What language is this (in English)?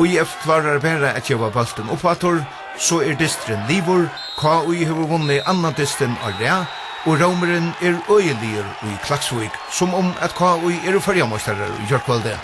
Faroese